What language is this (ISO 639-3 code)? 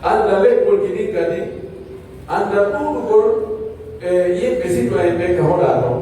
fuf